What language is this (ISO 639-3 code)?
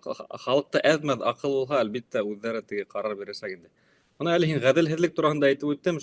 bak